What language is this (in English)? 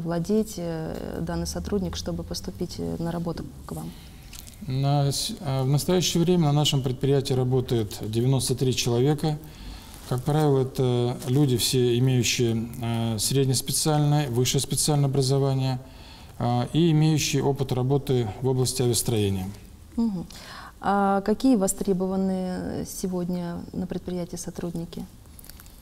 Russian